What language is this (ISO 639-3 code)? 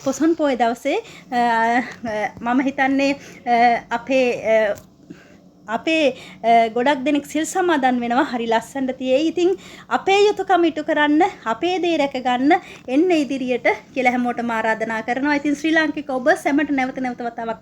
sin